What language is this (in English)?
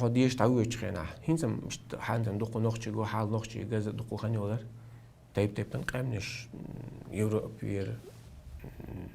Chechen